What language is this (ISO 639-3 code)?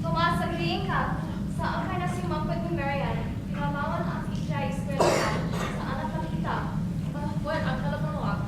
ilo